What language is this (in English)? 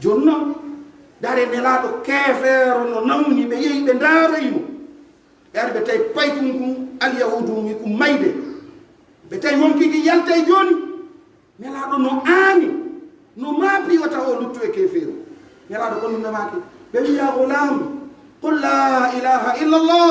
Pular